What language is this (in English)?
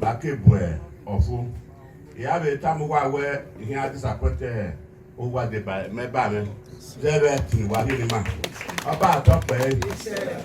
Bini